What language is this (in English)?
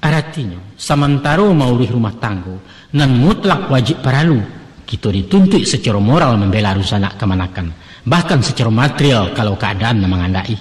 Minangkabau